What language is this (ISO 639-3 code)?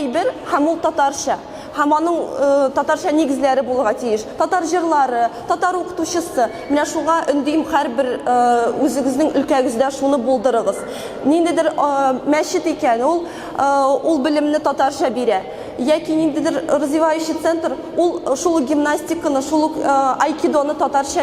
tat